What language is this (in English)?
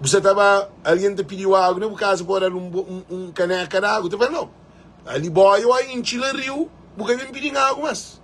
Kabuverdianu